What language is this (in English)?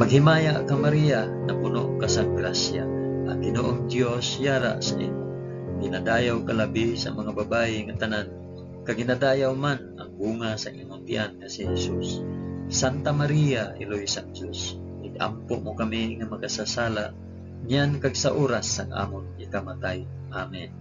Hiligaynon